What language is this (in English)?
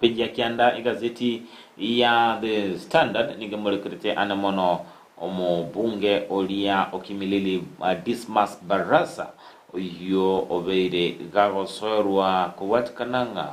Gusii